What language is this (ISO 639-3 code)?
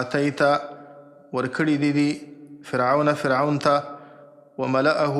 pus